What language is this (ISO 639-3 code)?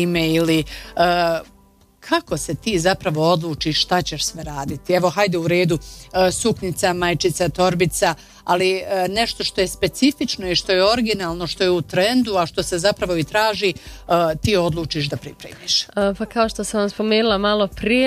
bos